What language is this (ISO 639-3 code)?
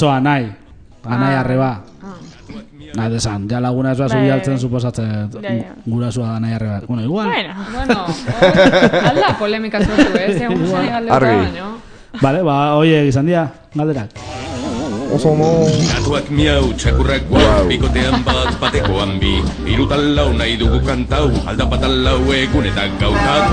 eus